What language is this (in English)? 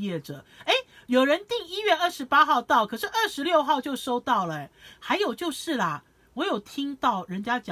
Chinese